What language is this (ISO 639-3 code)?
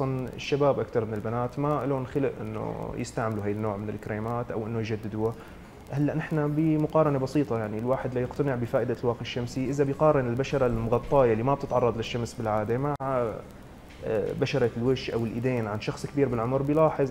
apc